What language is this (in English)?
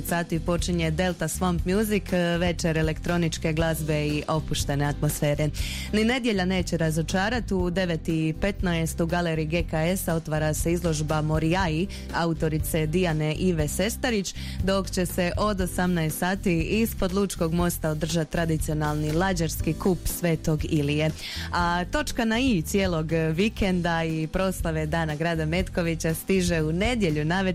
Croatian